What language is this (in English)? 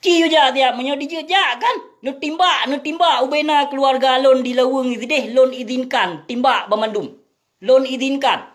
Achinese